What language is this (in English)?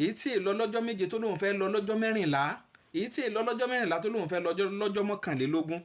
Yoruba